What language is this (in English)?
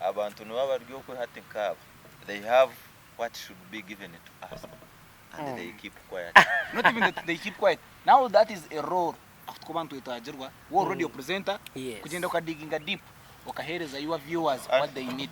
Nyankole